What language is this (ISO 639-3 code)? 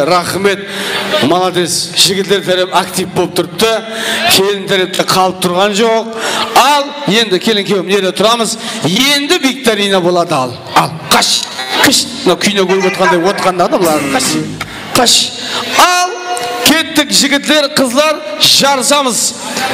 kaa